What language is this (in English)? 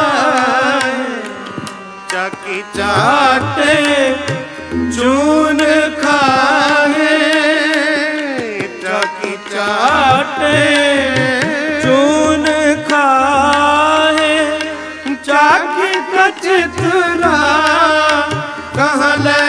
Punjabi